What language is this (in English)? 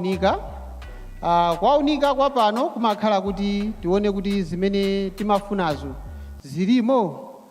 Nyanja